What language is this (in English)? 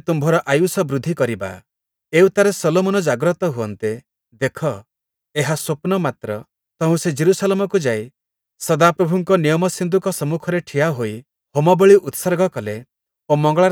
Odia